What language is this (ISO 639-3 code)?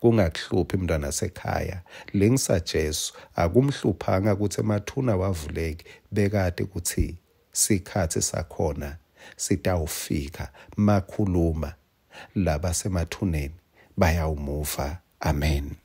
ssw